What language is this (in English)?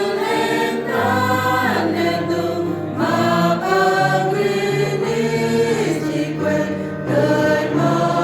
Central Mnong